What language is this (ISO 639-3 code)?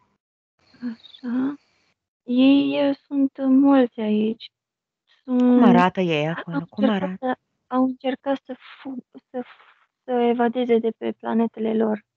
ron